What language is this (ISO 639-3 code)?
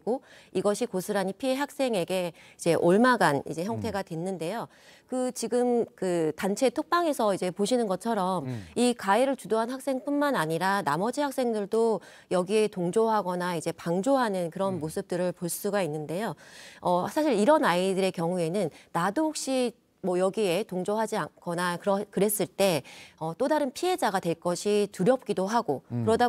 kor